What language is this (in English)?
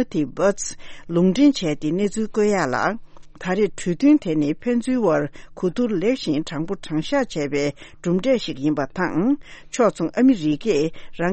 Tibetan